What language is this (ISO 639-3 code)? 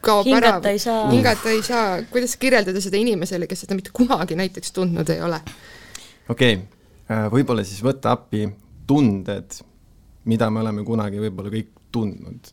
est